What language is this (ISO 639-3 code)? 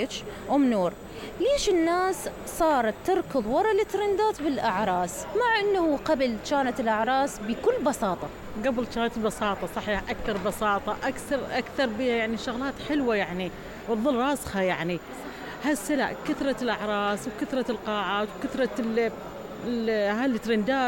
acm